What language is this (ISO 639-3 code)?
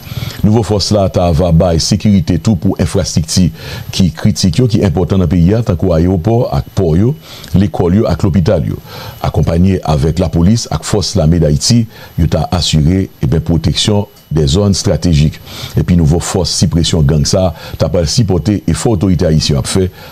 hat